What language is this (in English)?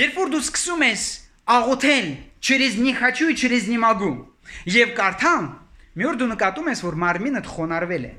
Armenian